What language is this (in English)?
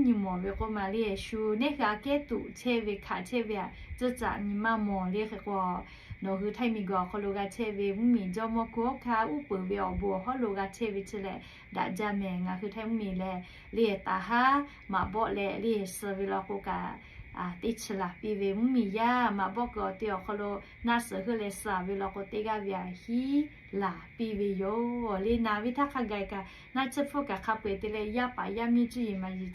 Lahu